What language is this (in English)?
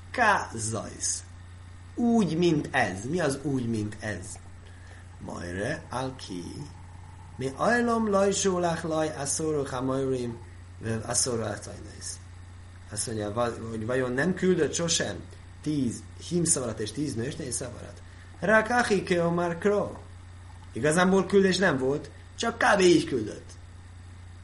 Hungarian